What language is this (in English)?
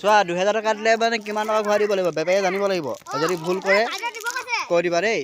Assamese